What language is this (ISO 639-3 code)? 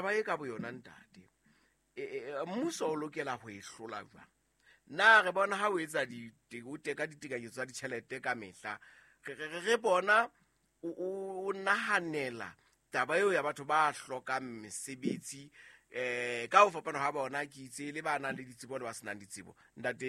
sot